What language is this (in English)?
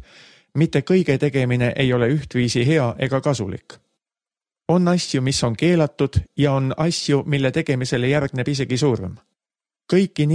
Estonian